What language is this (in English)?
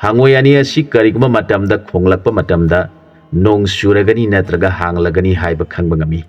Manipuri